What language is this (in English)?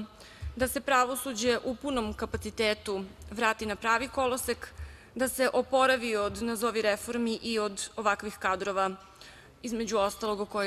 Serbian